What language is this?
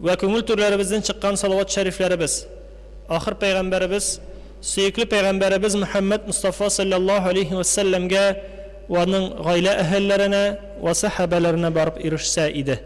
Tatar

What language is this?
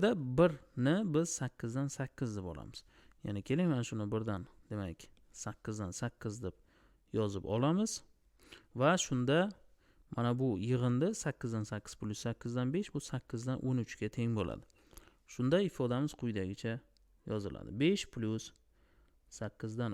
Uzbek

